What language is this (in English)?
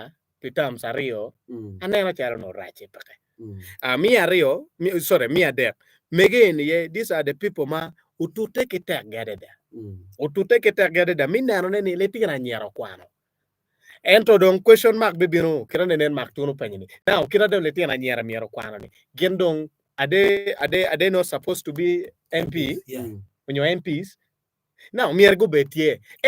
Acoli